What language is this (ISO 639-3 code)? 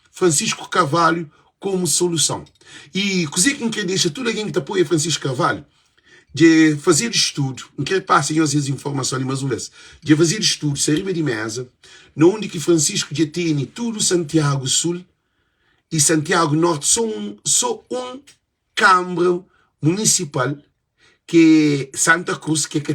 kea